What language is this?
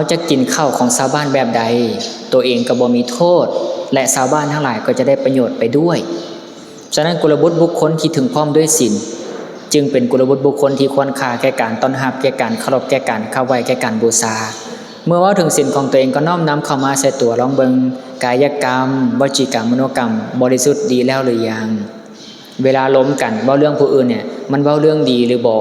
Lao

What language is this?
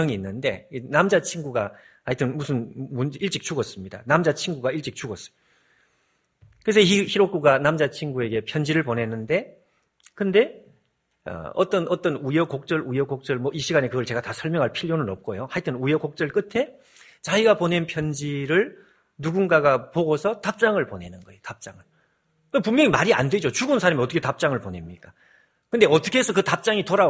Korean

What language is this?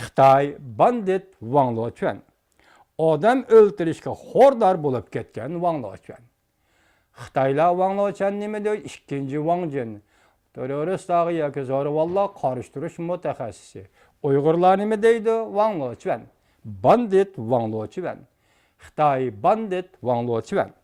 Uyghur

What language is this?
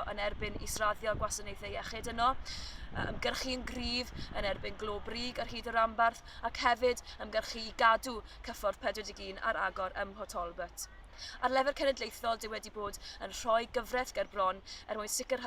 Welsh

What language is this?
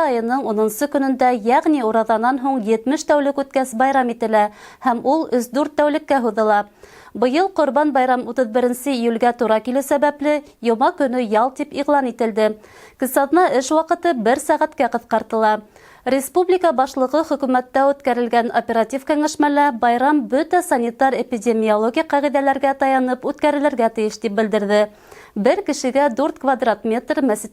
Bashkir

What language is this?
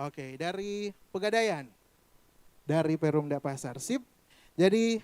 Manado Malay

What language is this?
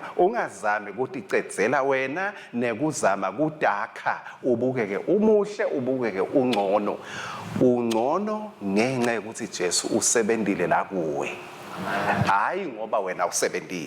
Swati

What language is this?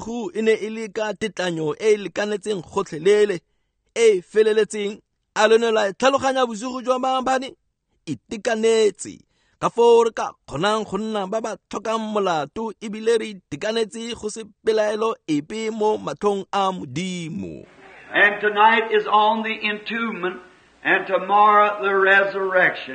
Tswana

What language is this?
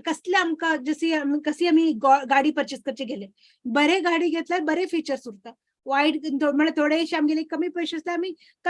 Konkani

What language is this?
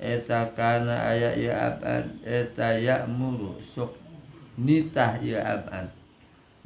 Sundanese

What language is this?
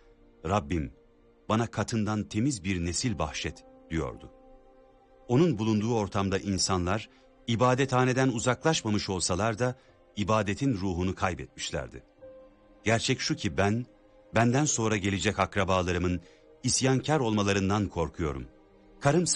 Turkish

